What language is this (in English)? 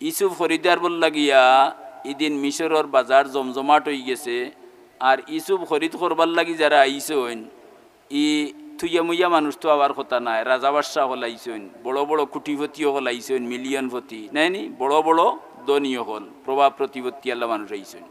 Sylheti